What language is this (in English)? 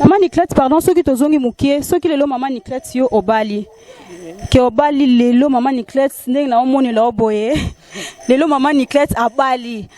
Lingala